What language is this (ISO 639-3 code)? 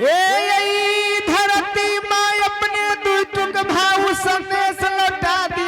anp